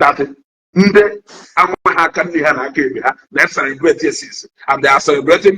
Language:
Igbo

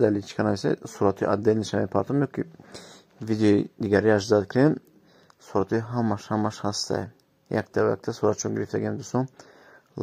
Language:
Tajik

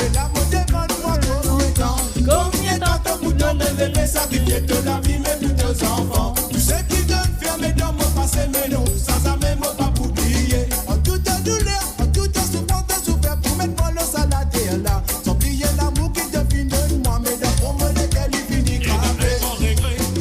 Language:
Morisyen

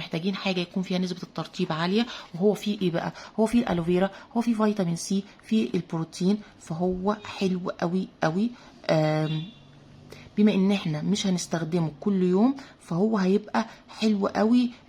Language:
Egyptian Arabic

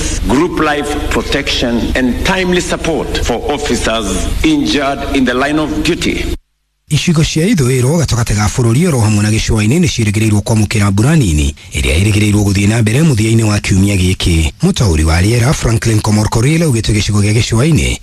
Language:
Kikuyu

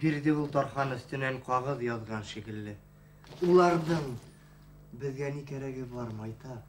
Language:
Bashkir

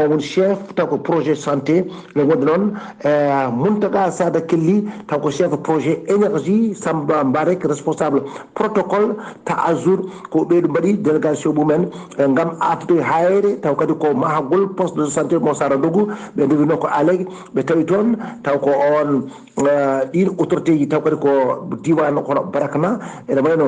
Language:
Fula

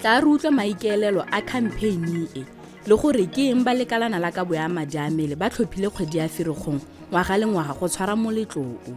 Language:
Tswana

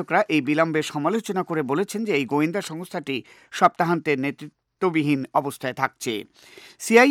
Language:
Bangla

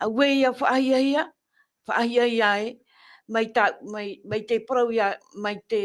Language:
Tahitian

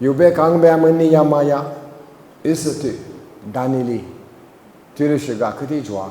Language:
Lisu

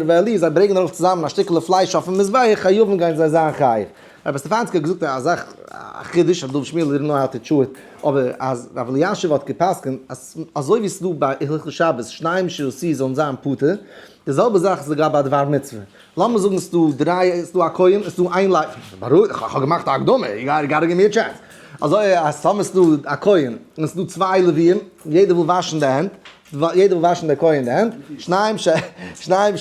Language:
Yiddish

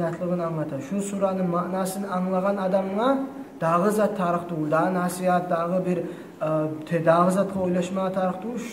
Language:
Kumyk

